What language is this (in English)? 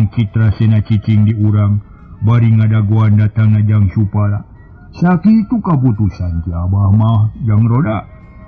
Sundanese